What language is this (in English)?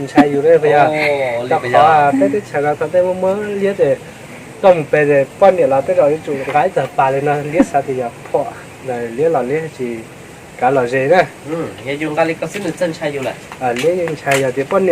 Hmong